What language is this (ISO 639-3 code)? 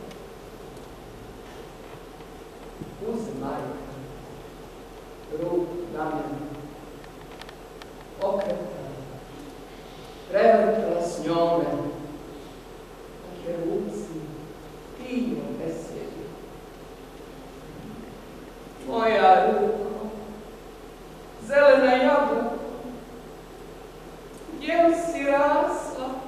srp